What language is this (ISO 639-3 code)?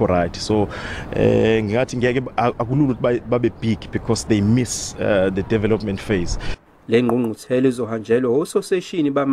zul